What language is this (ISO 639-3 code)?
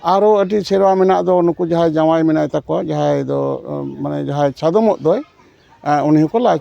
sat